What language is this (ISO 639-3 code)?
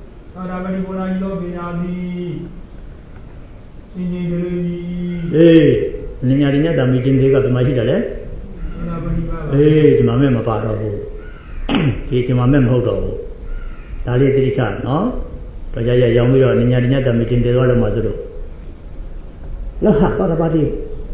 mya